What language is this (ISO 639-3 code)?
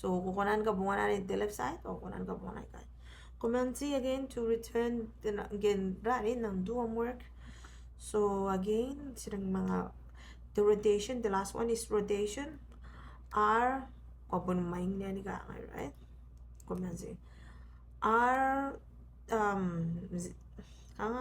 gil